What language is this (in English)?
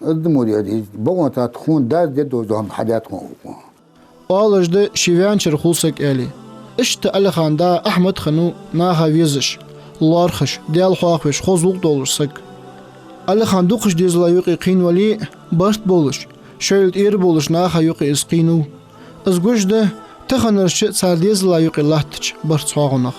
Ingush